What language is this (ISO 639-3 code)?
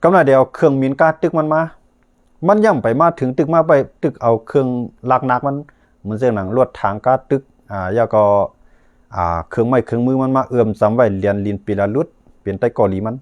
shn